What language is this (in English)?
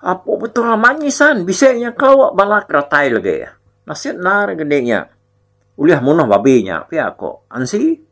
Iban